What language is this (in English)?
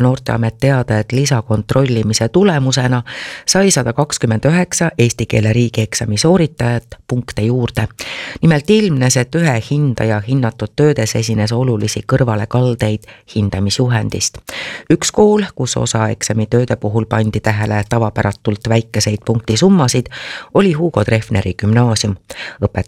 Estonian